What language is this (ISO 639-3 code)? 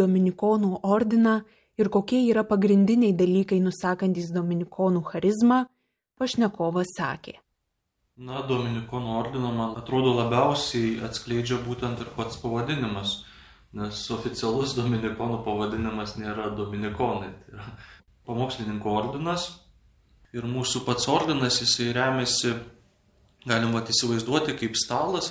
lit